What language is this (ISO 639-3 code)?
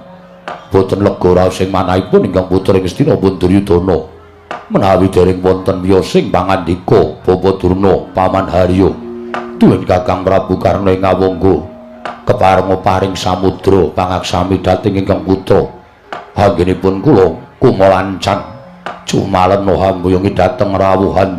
jav